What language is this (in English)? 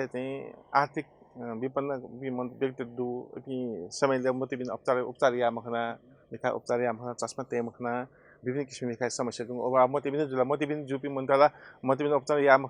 Newari